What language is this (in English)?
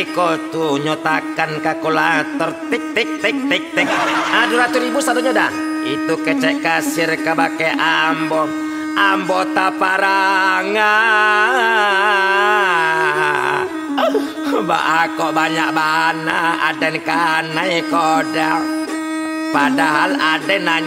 Minangkabau